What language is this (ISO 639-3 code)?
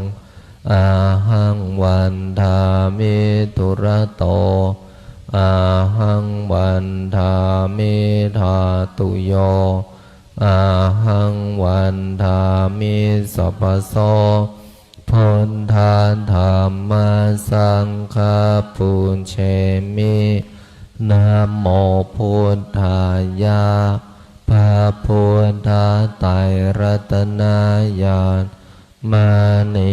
pli